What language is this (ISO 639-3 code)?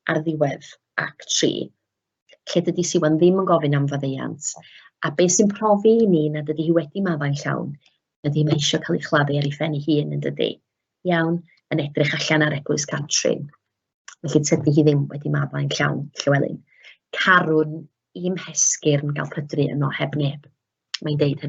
cym